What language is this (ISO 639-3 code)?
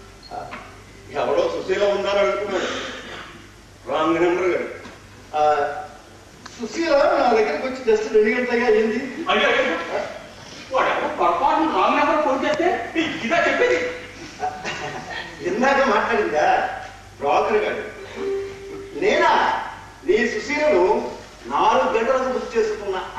tel